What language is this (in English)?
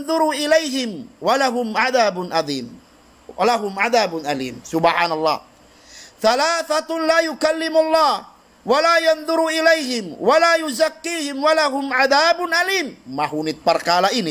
Tausug